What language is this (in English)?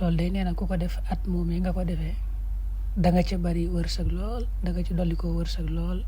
Wolof